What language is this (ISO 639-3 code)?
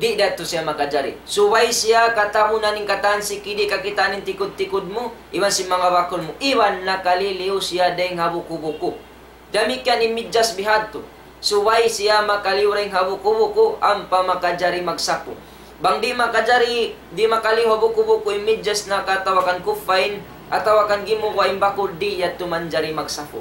tsg